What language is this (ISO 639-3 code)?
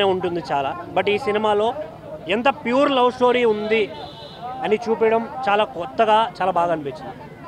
tel